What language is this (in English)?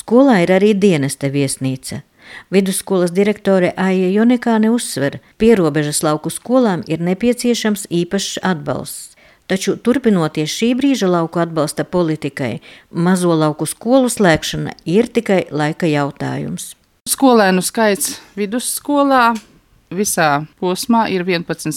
Latvian